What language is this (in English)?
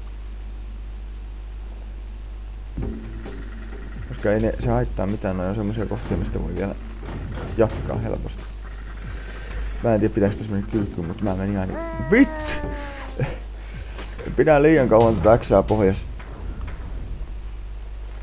Finnish